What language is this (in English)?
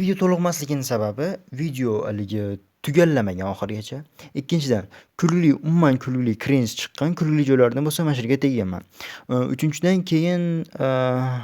Uzbek